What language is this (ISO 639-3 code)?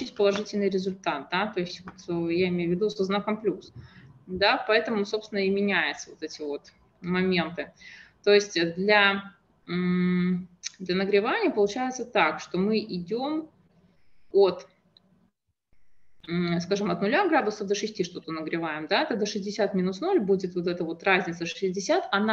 rus